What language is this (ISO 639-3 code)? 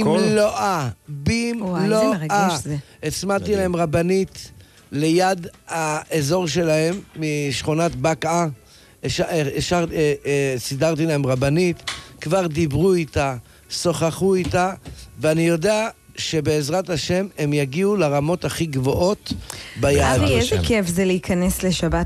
heb